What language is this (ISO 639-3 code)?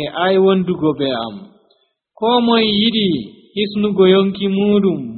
fuv